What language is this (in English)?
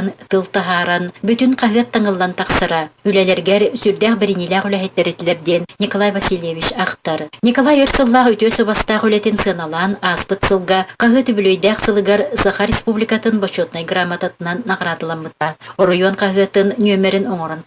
Yakut